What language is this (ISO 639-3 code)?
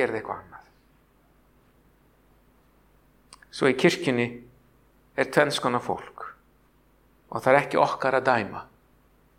isl